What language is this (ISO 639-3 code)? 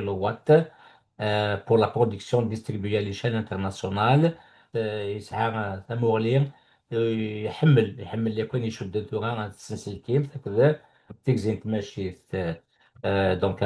kab